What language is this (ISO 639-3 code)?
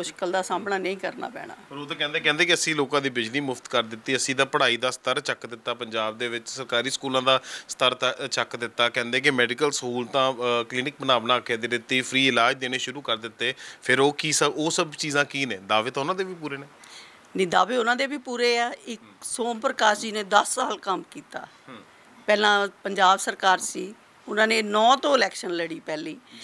pan